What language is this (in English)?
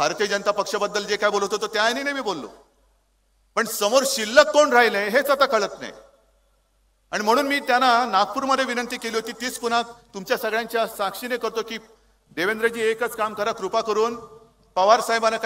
Marathi